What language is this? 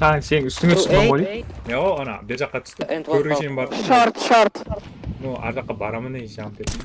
Kara-Kalpak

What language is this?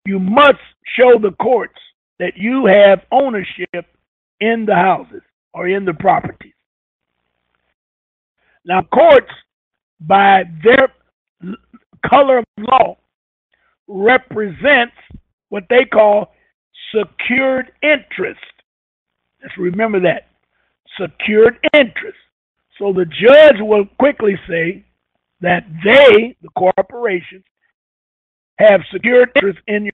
English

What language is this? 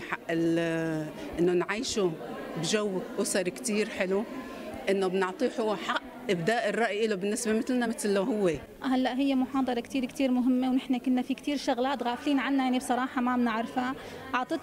North Levantine Arabic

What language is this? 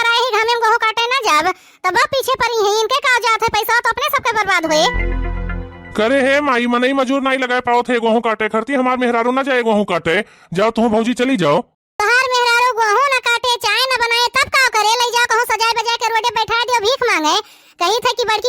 Awadhi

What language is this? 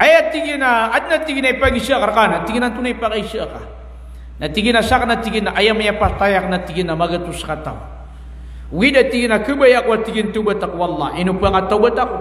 Maranao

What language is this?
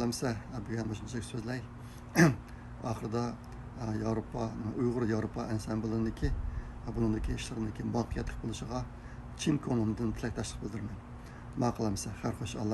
Uyghur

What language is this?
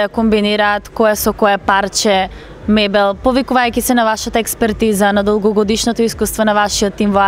Macedonian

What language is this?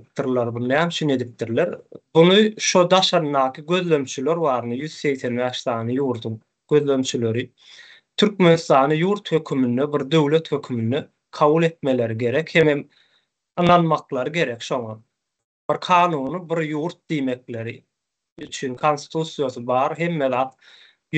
Turkmen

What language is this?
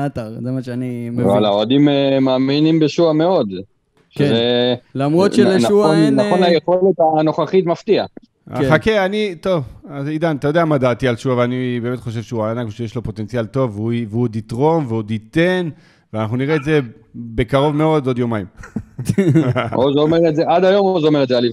Hebrew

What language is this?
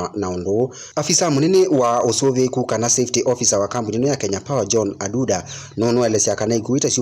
Kamba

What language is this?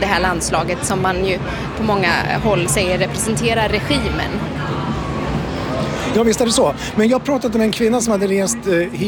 Swedish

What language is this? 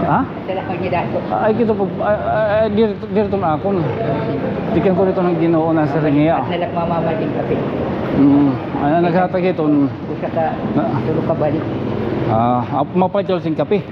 Waray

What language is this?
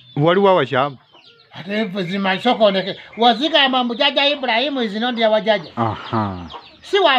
Ganda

